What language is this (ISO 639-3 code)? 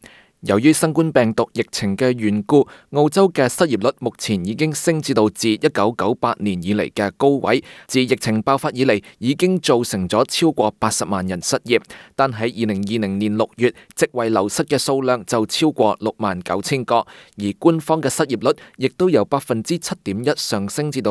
yue